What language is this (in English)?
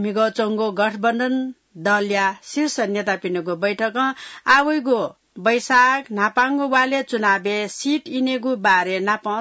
Newari